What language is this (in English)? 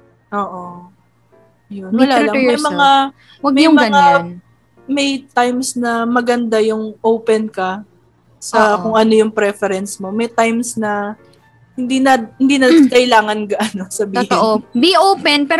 Filipino